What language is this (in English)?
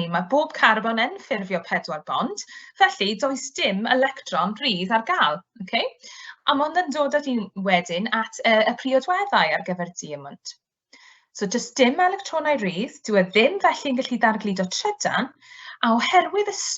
Welsh